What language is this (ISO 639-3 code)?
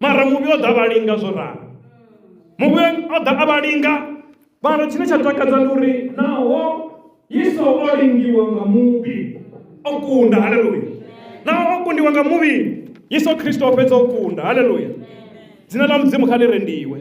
ven